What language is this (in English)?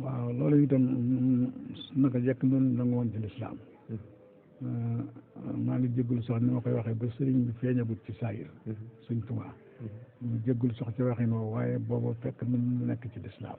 Wolof